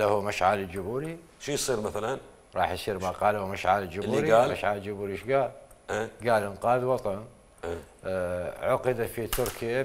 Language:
Mesopotamian Arabic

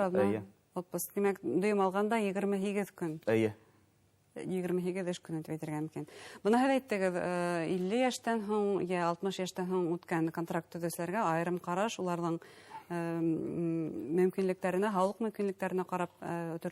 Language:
Bashkir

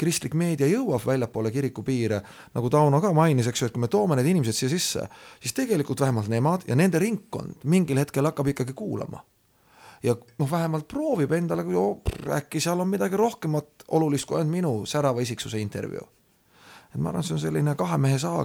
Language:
Estonian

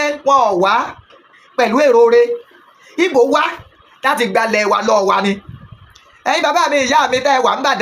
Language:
Yoruba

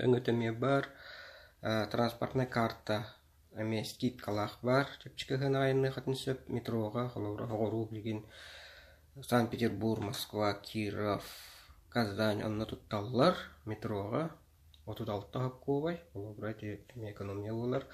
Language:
Yakut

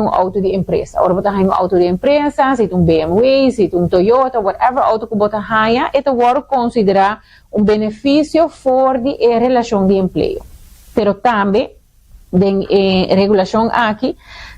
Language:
Papiamento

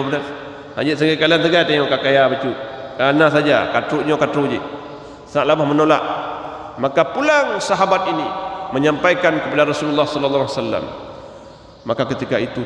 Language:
Achinese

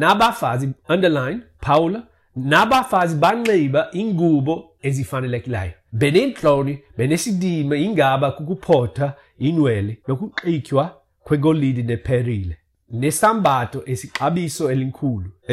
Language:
Xhosa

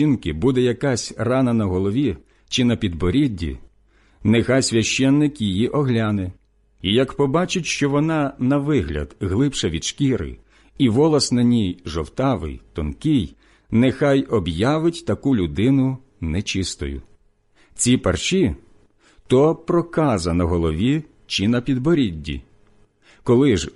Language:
Ukrainian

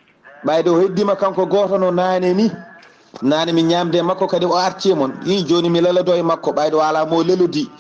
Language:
Fula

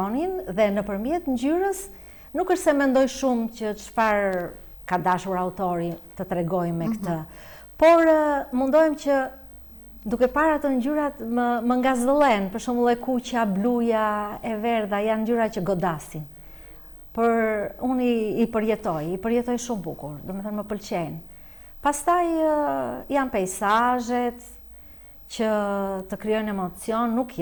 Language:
Albanian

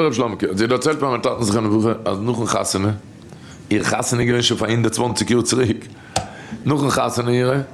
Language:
Yiddish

